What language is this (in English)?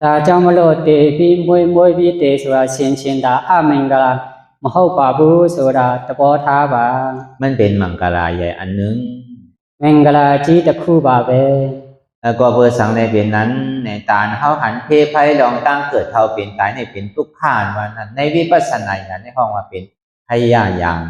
Shan